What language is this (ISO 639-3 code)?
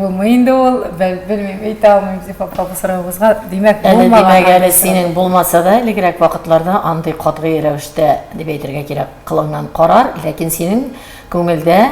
tat